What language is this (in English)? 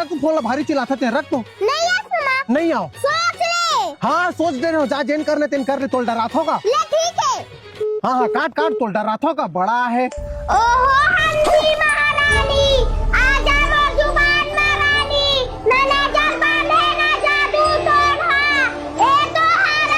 Chhattisgarhi